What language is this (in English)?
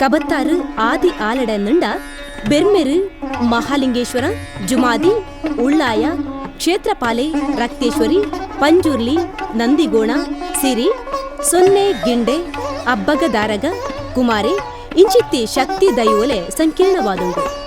Tulu